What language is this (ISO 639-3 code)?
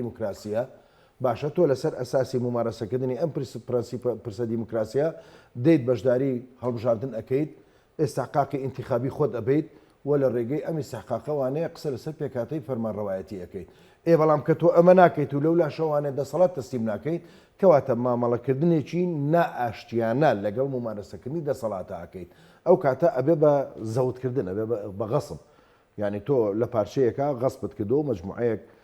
ckb